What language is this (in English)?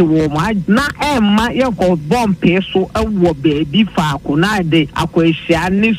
Akan